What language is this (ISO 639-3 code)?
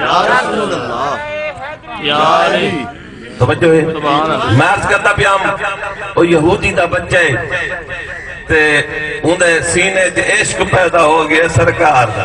skr